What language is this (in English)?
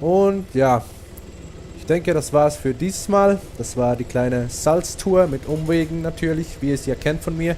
Swiss German